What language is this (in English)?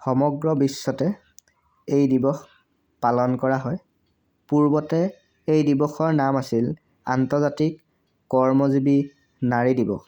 Assamese